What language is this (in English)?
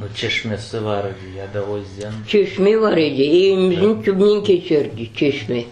Crimean Tatar